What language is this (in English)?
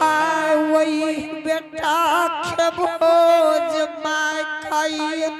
Angika